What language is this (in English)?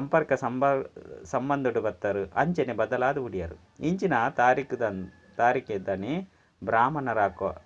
Tulu